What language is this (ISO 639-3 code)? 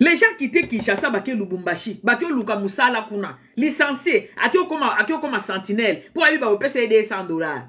lin